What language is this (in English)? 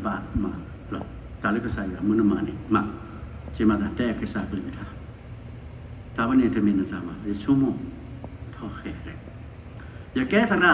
S'gaw Karen